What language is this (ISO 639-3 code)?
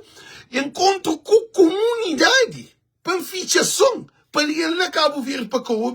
kea